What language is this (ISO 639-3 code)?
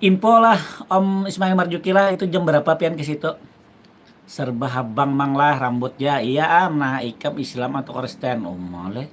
bjn